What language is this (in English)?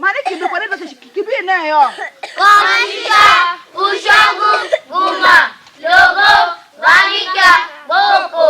Tiv